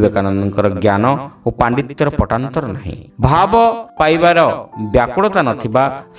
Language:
Odia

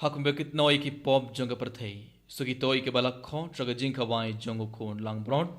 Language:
Khasi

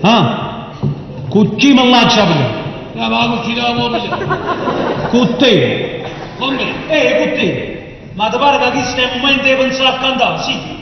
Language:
Neapolitan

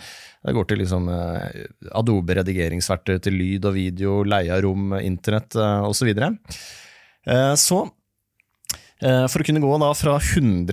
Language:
Norwegian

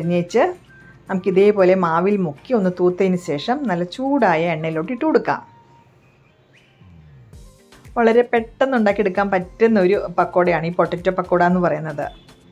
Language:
Malayalam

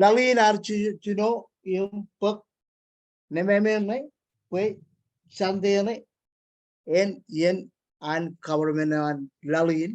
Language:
Marshallese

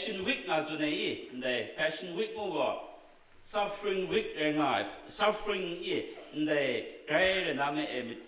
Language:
Kachin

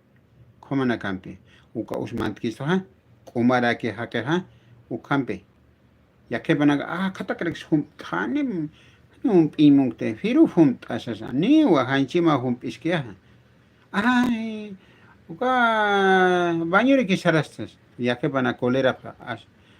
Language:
Aymara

